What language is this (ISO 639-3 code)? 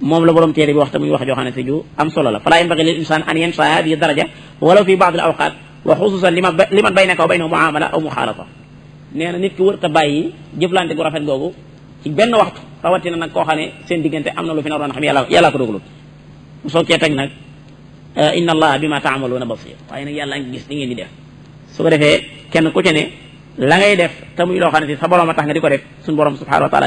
wol